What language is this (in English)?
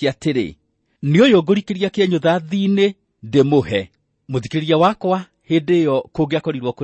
Kikuyu